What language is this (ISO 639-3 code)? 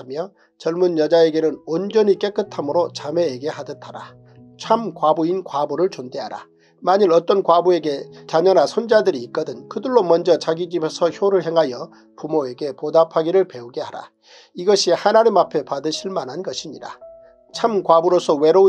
kor